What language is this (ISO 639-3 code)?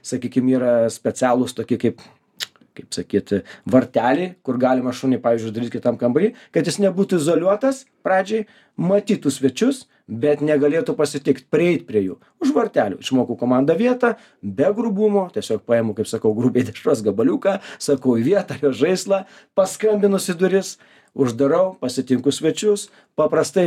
lit